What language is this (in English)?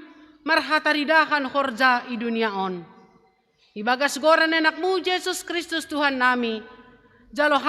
Batak Simalungun